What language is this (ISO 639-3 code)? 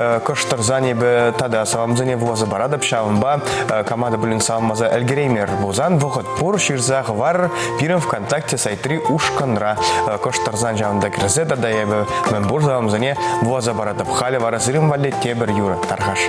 chv